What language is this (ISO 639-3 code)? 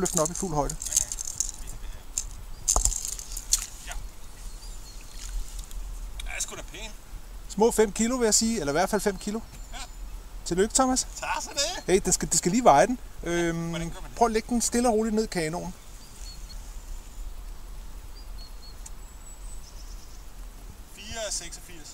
dan